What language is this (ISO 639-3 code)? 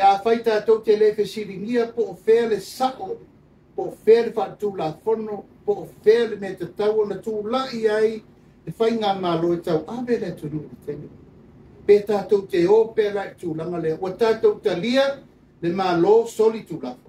smo